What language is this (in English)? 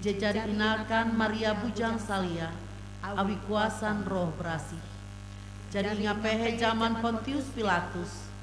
Ngaju